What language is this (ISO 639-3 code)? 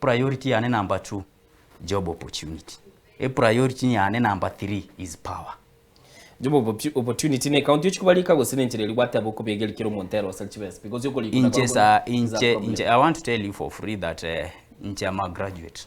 guz